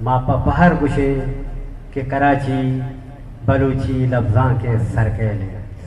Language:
Eastern Balochi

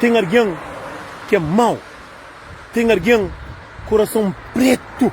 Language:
Kabuverdianu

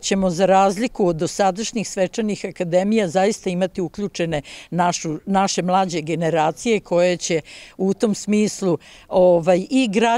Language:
Serbian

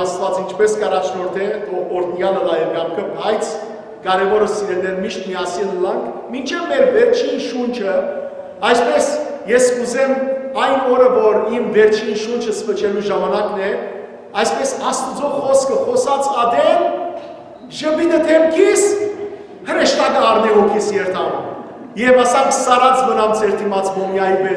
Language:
Western Armenian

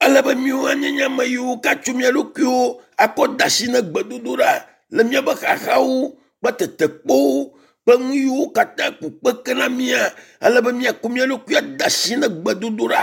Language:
Ewe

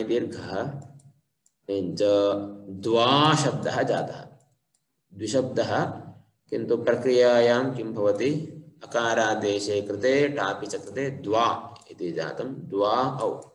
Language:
Sanskrit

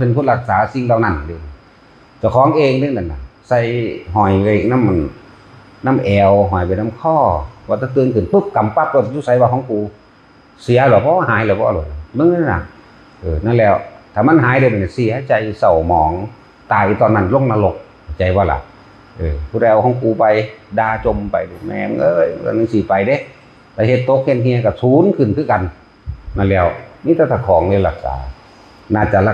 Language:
Northeastern Thai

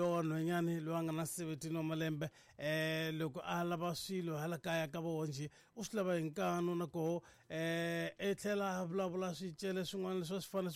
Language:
Tsonga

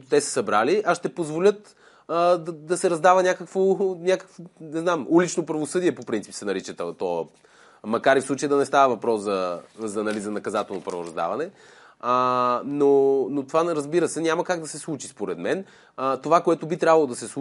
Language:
Bulgarian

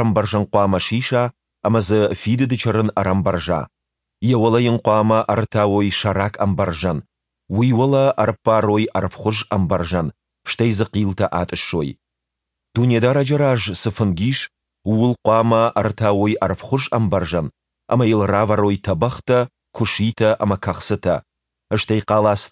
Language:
Ossetic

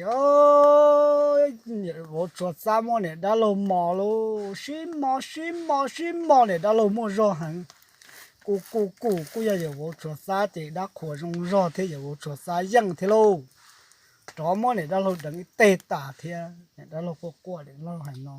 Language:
Hmong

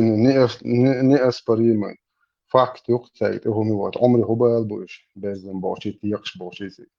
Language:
Chechen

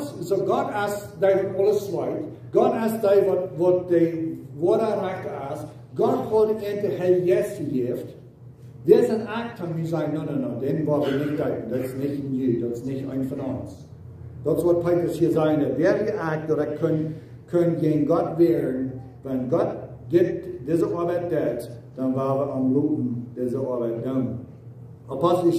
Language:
Plautdietsch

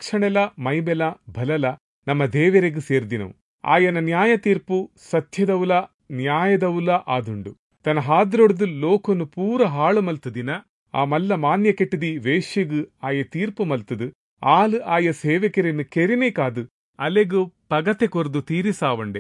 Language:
Tulu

